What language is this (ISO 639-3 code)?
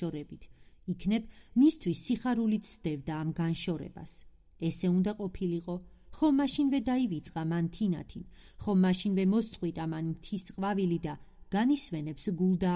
kat